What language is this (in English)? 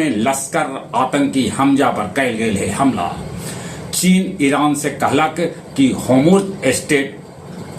Magahi